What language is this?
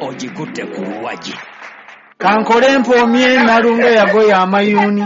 Ganda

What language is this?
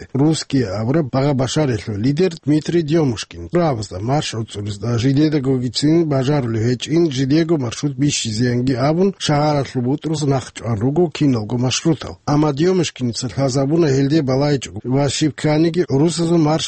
Avaric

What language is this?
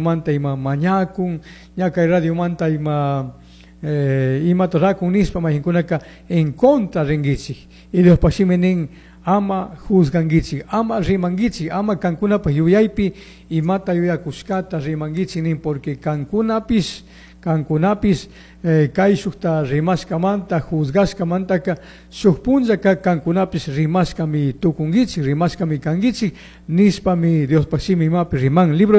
Chimborazo Highland Quichua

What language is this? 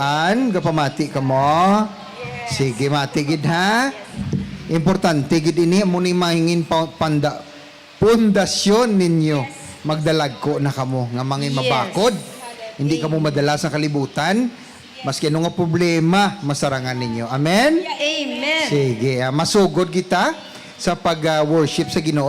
Hiligaynon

